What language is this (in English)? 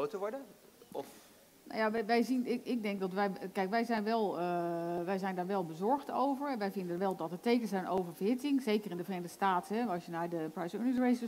Dutch